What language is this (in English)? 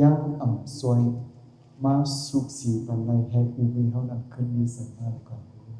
Shan